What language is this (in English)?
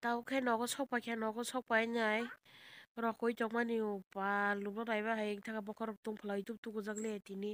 Kok Borok